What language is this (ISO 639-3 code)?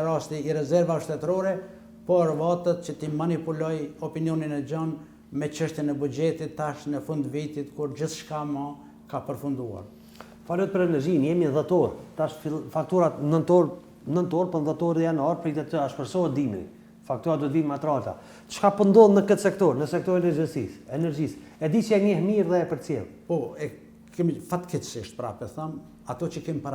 sqi